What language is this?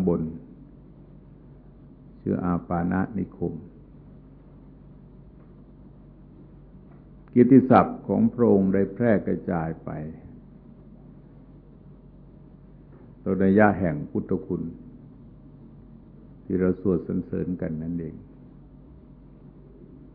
Thai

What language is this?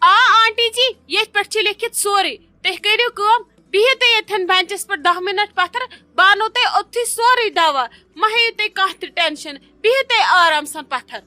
Kashmiri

